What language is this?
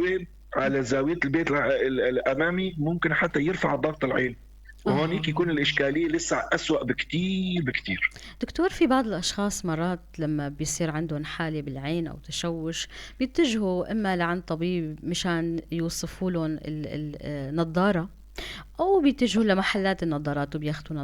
North Levantine Arabic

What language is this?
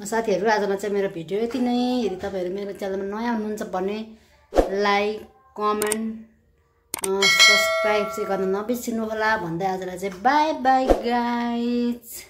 Nepali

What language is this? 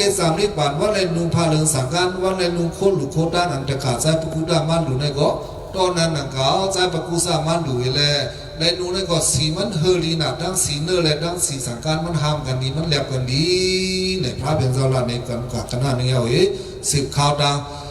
Shan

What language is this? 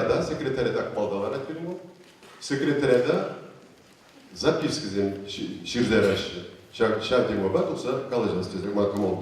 Chuvash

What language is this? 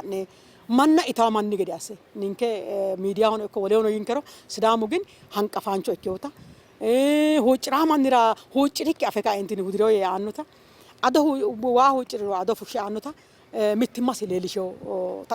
Sidamo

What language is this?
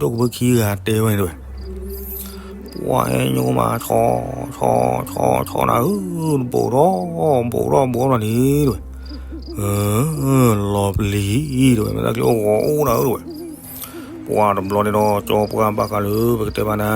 S'gaw Karen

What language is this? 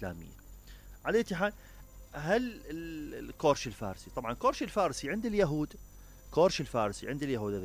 Mesopotamian Arabic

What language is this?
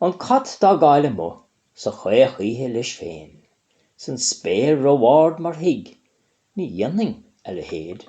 Irish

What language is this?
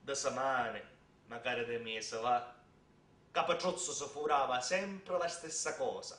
Sicilian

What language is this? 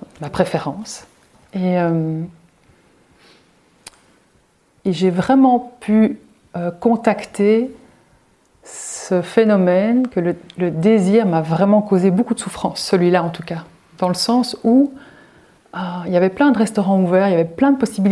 French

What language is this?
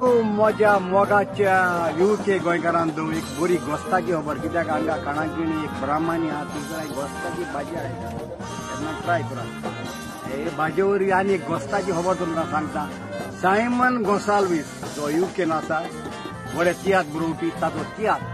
Konkani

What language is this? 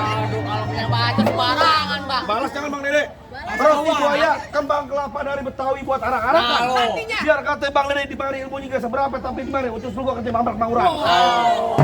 Betawi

